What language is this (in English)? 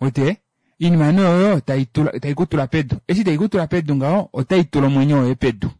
Kuanyama